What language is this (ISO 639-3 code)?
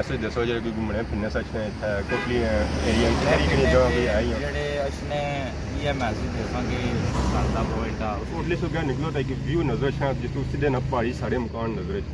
phr